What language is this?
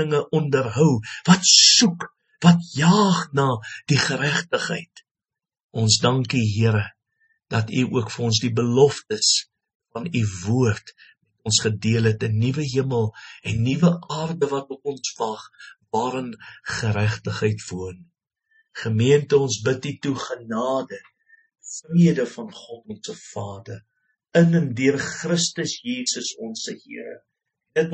Afrikaans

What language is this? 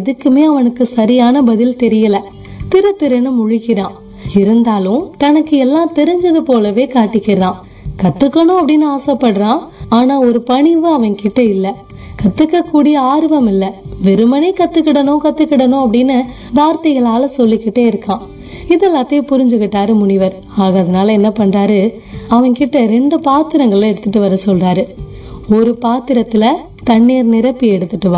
Tamil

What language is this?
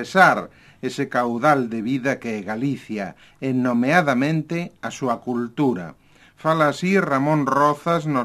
Galician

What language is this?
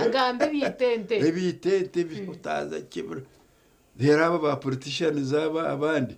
Nyankole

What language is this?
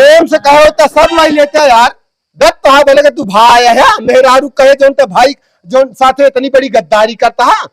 Awadhi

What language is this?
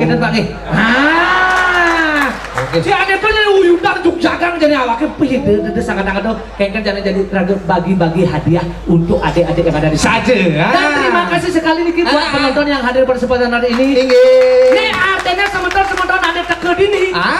Balinese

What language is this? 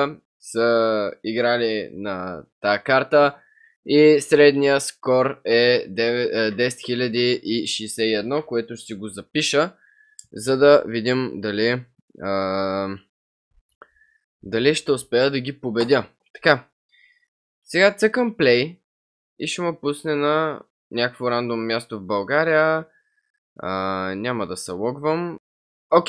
Bulgarian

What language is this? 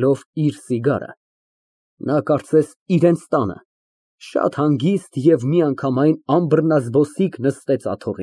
Armenian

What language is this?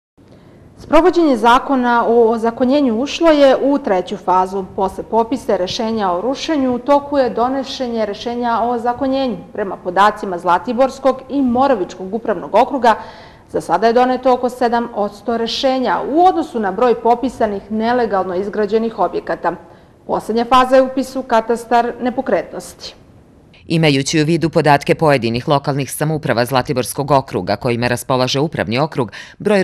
Serbian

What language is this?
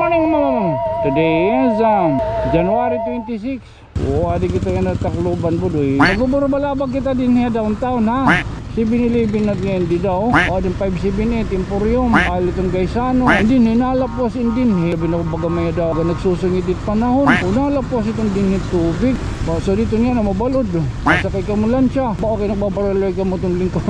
Waray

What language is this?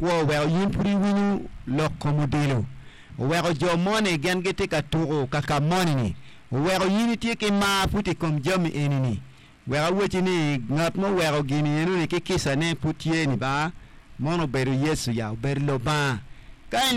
Acoli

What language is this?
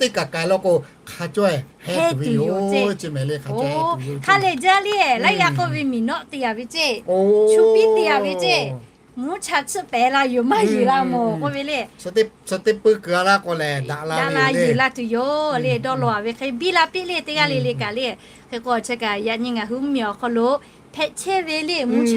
Lahu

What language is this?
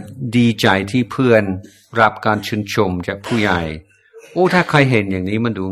Thai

